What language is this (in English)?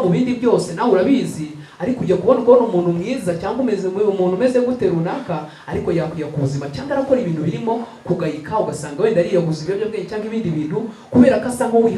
Kinyarwanda